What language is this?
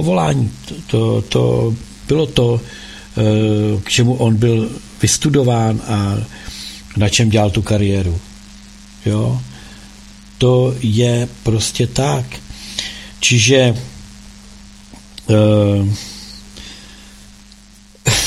Czech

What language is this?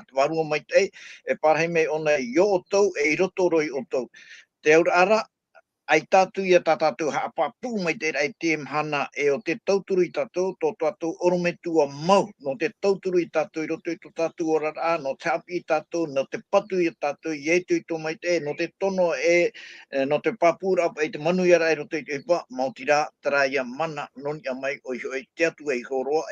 Tahitian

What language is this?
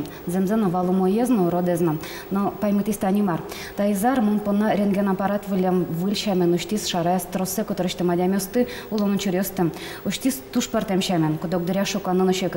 Udmurt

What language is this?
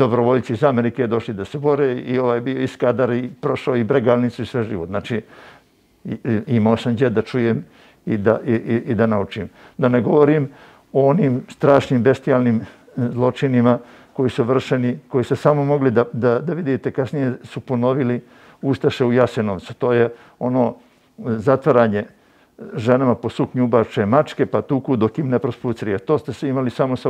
Serbian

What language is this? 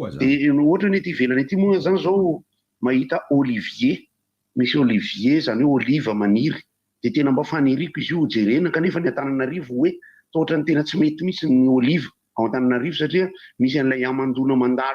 Malagasy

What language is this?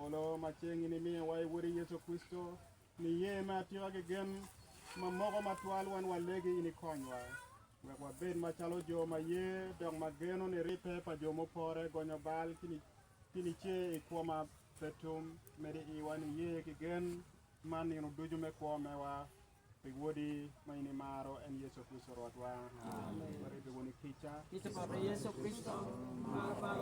Acoli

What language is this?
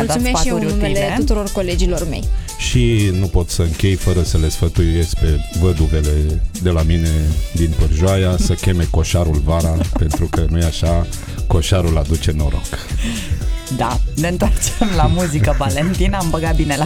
Romanian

